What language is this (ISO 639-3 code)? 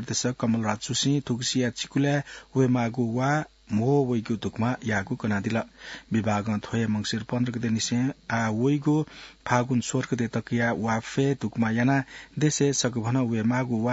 new